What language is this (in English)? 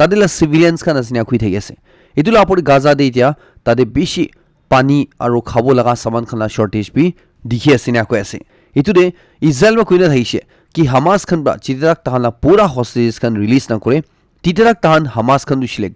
Naga Pidgin